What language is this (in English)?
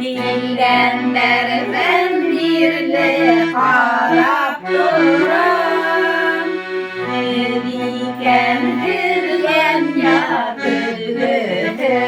Bashkir